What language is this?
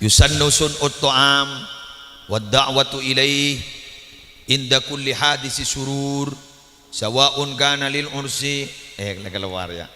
Madurese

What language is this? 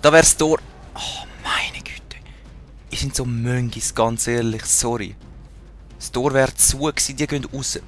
Swiss German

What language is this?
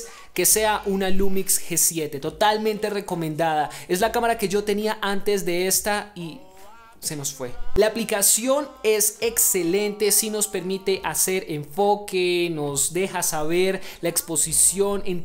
Spanish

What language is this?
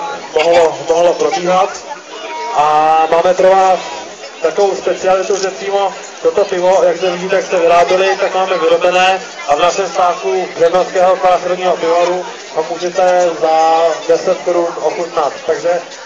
Czech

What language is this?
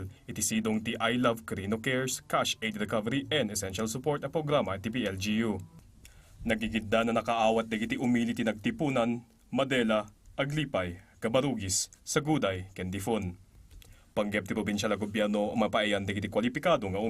Iloko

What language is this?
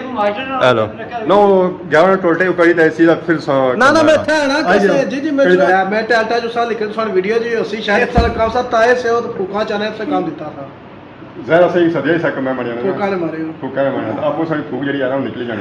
Pahari-Potwari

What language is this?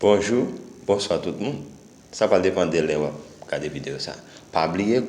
Haitian Creole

